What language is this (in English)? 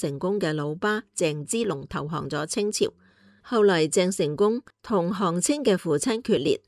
Cantonese